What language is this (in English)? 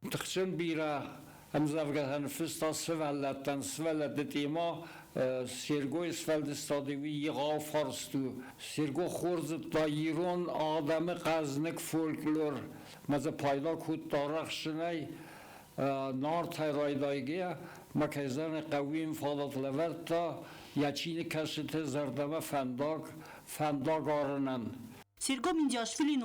Ossetic